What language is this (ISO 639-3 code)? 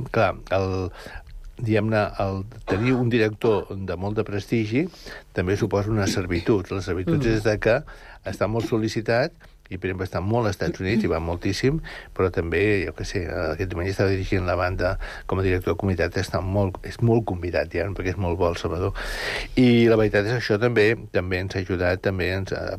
cat